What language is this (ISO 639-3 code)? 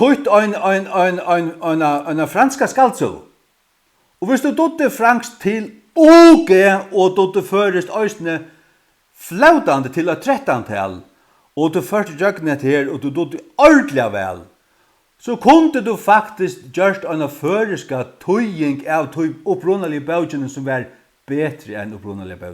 fao